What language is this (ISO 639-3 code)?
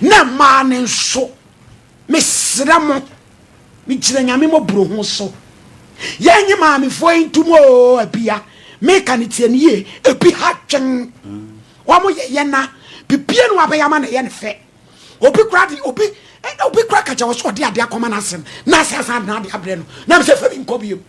aka